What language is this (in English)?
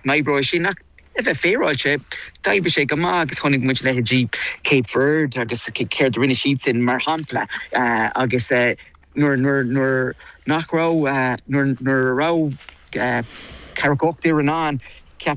Irish